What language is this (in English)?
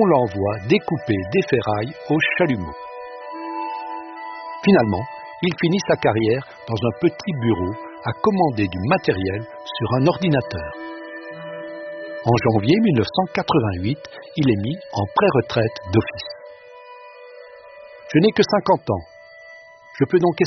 French